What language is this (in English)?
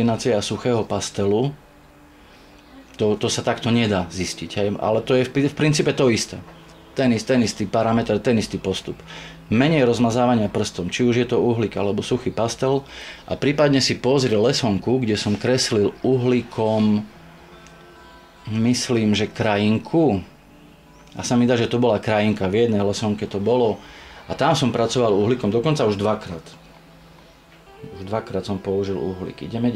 Slovak